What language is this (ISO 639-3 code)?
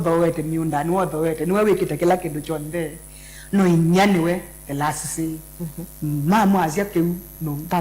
kam